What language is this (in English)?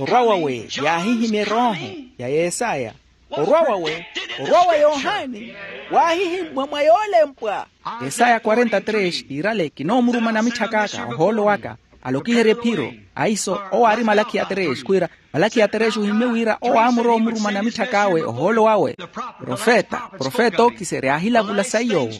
Makhuwa